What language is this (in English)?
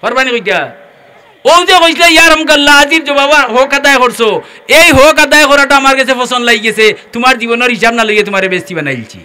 Sylheti